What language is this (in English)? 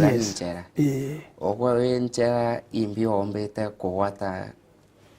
Meru